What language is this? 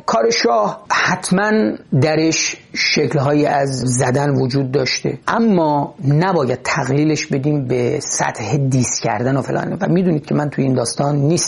Persian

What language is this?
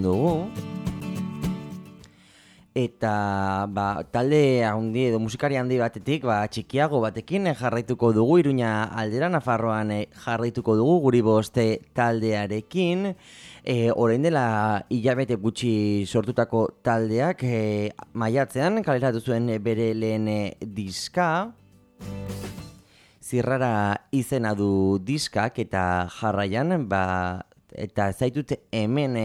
Basque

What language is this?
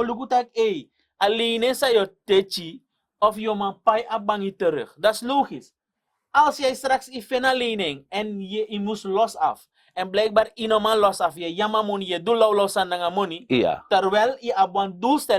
Sranan Tongo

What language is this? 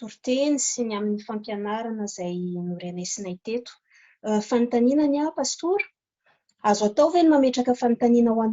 Malagasy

